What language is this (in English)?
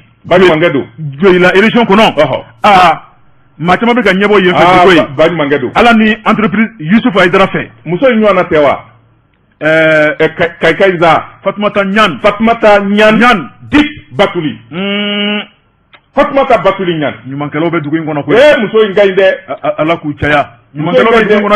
Bambara